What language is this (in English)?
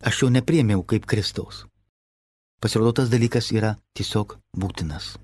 Lithuanian